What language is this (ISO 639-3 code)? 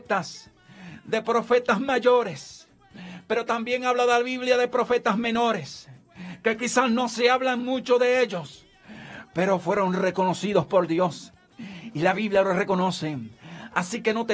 spa